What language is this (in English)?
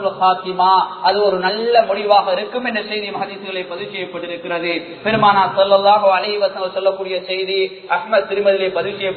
Tamil